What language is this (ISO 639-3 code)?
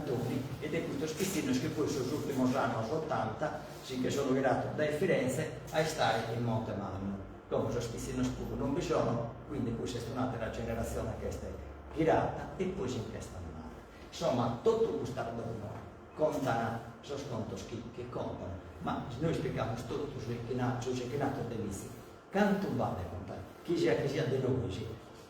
srd